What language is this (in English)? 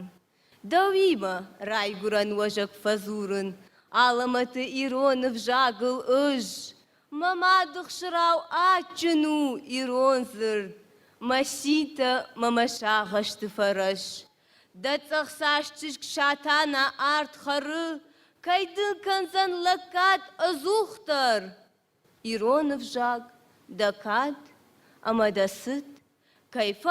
Ossetic